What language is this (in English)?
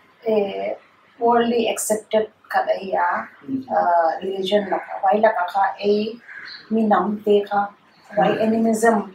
Paite Chin